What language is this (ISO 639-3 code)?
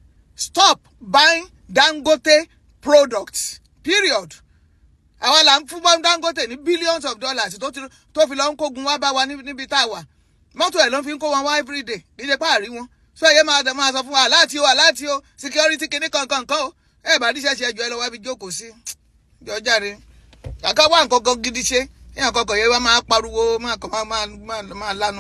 yor